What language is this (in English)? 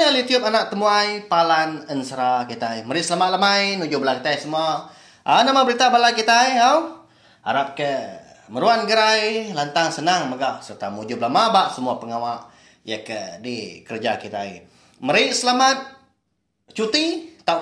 Iban